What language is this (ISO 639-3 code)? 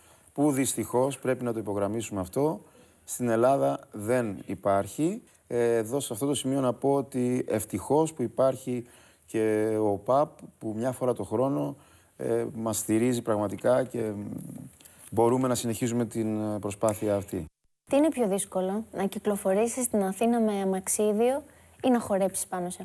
ell